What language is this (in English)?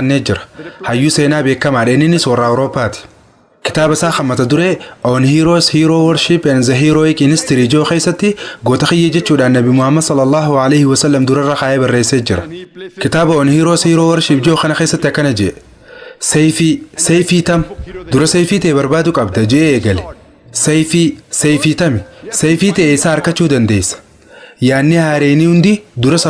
Oromo